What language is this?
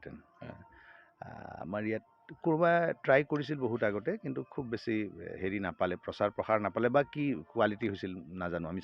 Assamese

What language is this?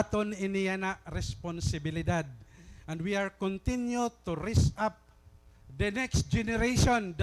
Waray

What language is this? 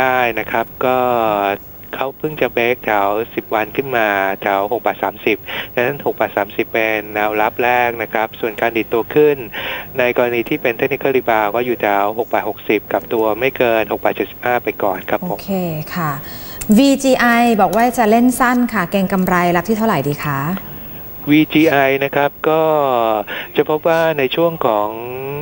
Thai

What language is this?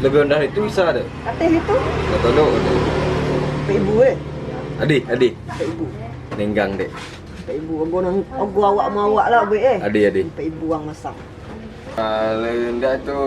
Minangkabau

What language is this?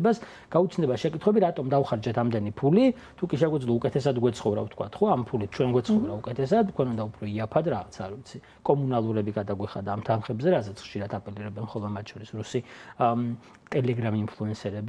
Georgian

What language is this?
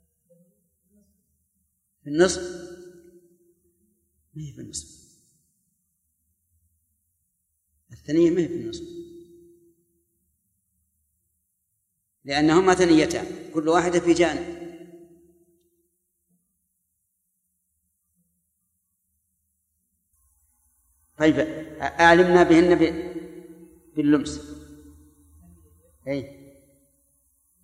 Arabic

